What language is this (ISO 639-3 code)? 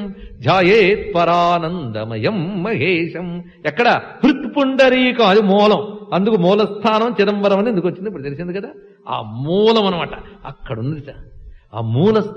tel